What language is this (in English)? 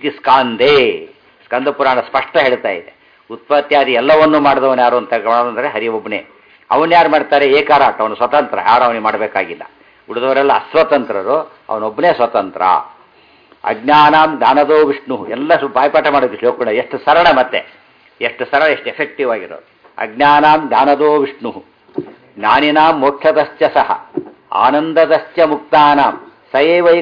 Kannada